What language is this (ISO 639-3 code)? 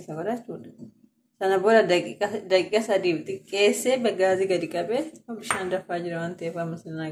orm